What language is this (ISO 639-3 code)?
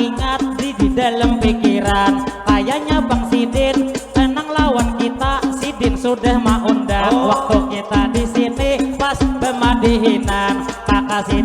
bjn